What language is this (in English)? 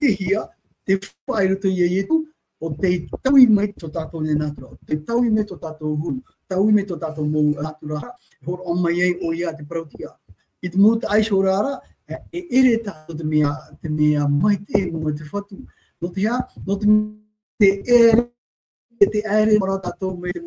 Tahitian